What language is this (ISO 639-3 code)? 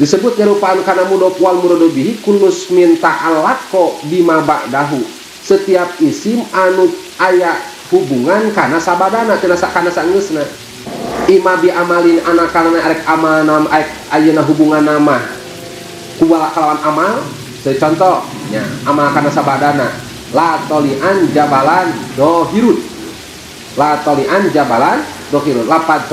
sun